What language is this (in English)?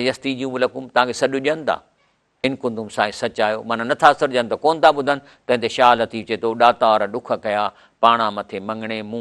Sindhi